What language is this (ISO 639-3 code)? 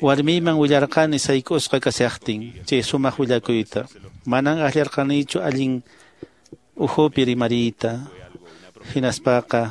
que